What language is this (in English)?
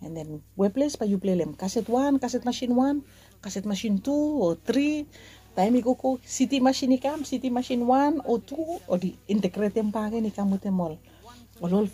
Bislama